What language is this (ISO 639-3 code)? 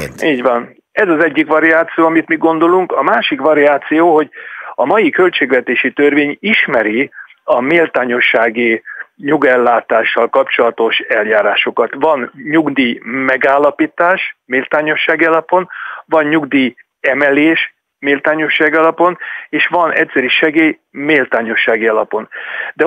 hun